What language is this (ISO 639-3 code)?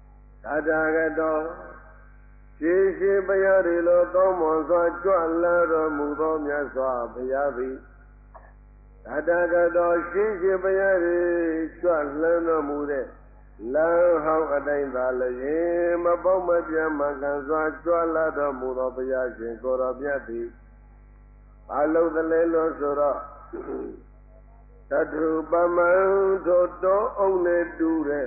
mya